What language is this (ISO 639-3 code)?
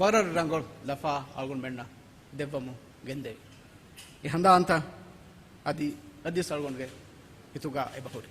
div